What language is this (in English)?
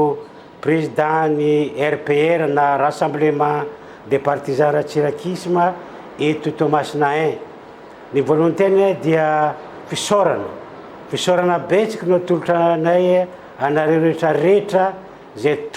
Malagasy